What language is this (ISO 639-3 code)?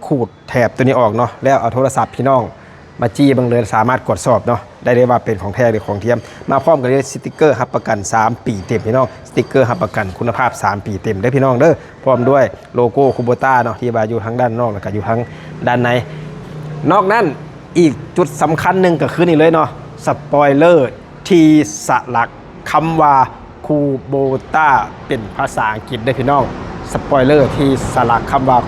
lao